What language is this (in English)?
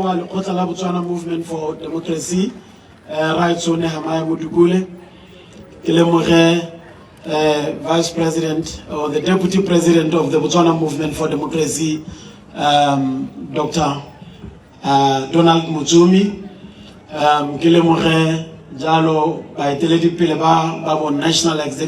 Tswana